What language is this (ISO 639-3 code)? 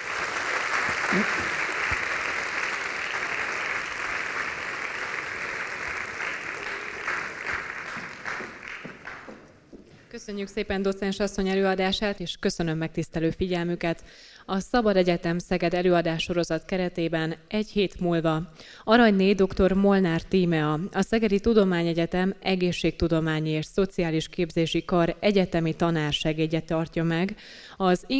hun